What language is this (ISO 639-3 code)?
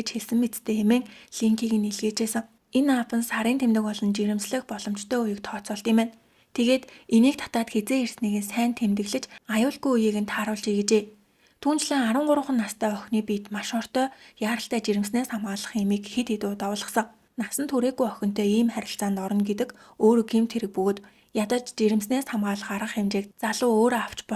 mon